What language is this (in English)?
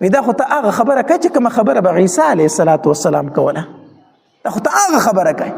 Pashto